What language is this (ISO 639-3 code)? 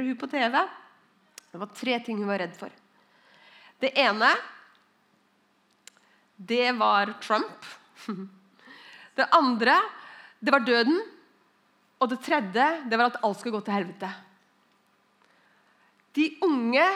nor